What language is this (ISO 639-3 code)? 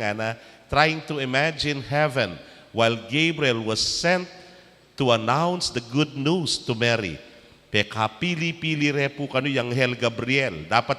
pam